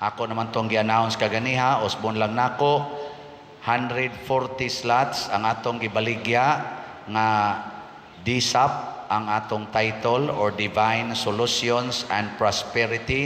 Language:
Cebuano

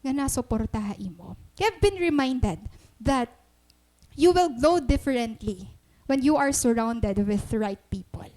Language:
Waray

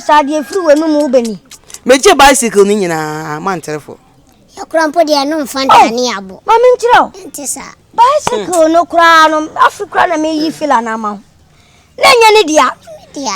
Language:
Akan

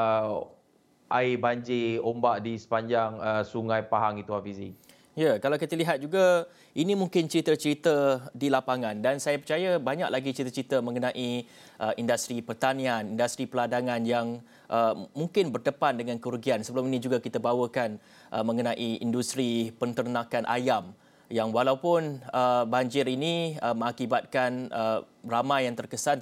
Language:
Malay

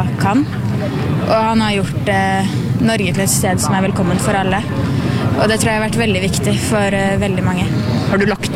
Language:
Norwegian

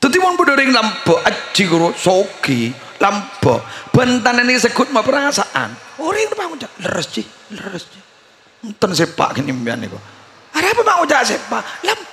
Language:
Madurese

